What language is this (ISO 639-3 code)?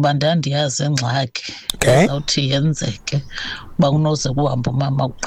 xho